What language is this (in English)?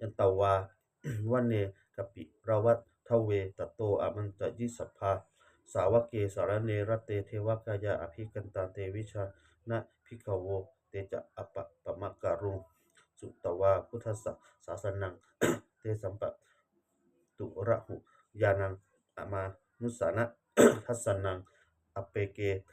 Pali